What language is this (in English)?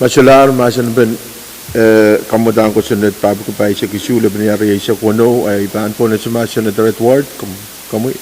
Pohnpeian